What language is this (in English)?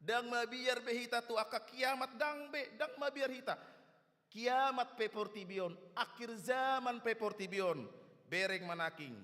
Batak Toba